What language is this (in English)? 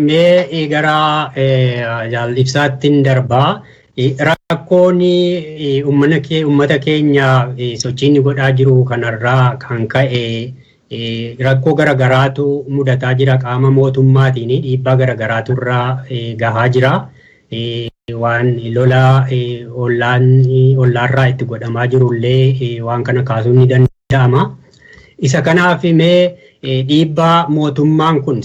Oromo